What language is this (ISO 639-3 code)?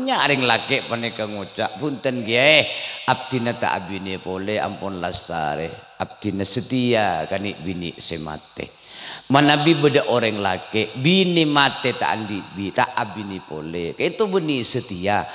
mad